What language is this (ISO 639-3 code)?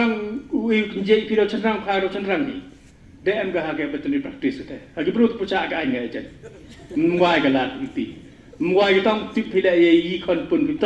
pbv